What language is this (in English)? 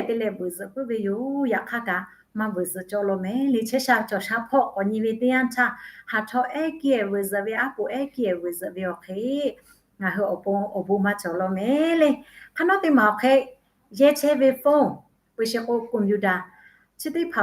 Lahu